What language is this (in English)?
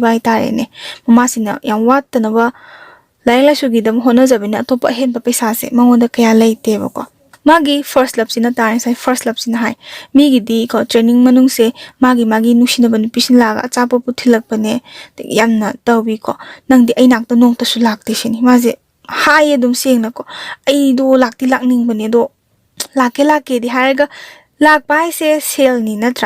Manipuri